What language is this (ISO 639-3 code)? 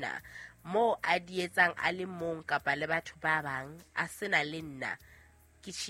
sot